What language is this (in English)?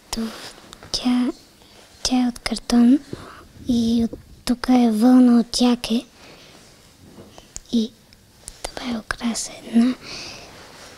Bulgarian